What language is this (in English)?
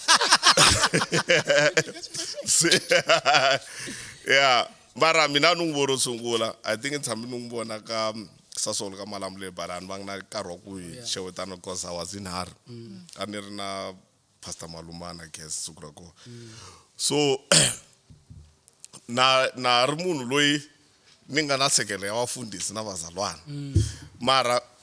Tsonga